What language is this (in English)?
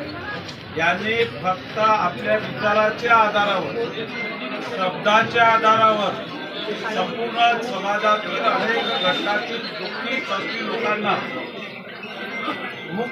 Marathi